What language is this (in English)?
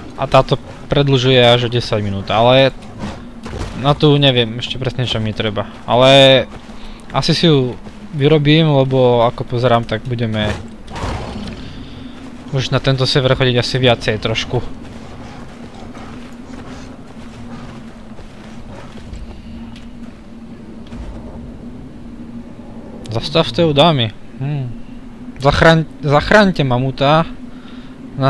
Slovak